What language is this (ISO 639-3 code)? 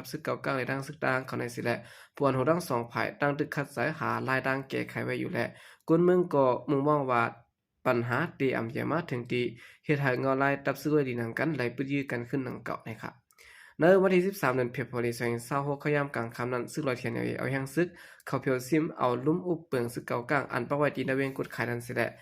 shn